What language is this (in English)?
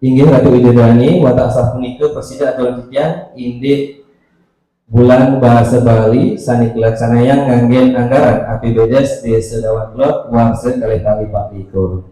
Balinese